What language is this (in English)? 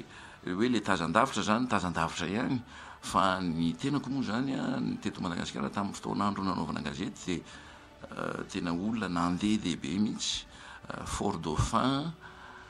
Malagasy